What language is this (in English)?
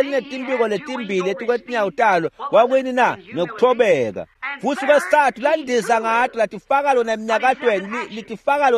Swati